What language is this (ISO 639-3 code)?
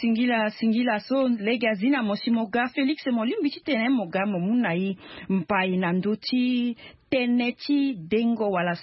sag